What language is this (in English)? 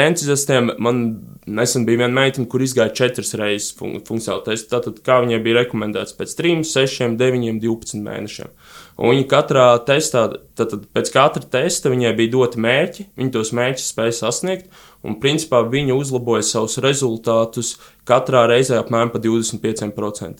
Latvian